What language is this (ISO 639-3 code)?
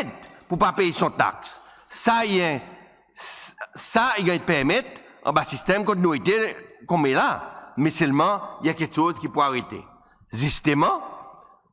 crs